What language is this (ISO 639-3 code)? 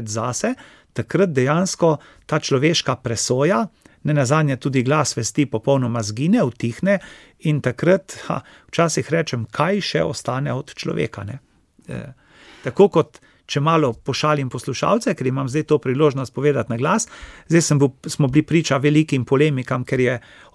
slv